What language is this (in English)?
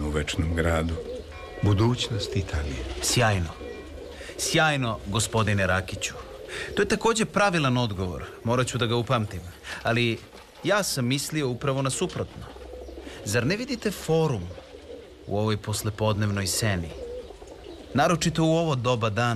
Serbian